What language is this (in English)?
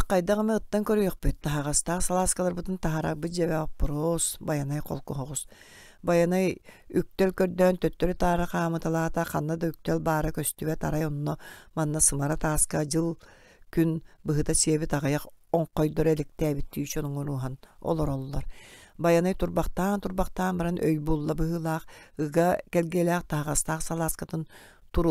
Yakut